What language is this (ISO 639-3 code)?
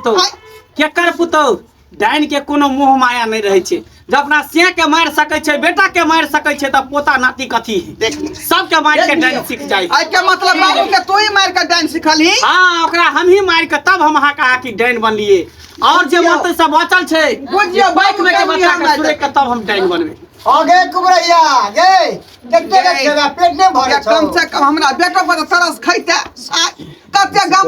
mai